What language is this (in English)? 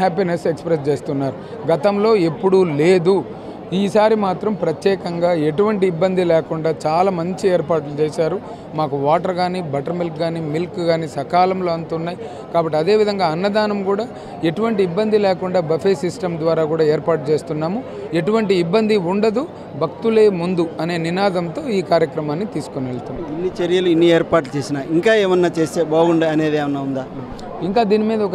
Telugu